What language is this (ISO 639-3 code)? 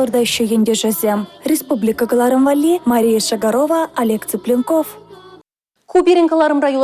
chv